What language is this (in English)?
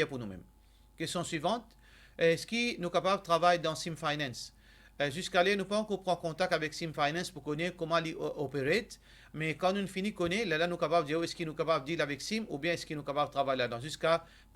Morisyen